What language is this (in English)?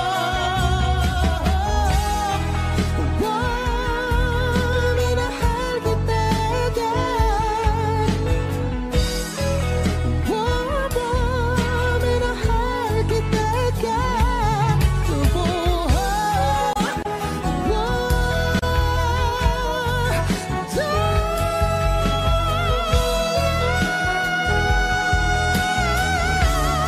Filipino